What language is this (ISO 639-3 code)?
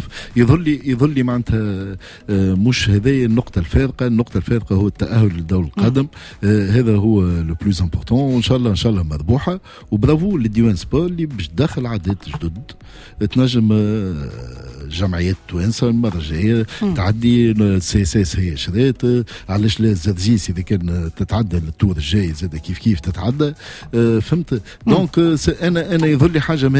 aeb